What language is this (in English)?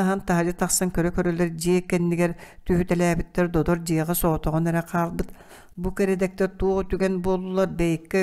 Yakut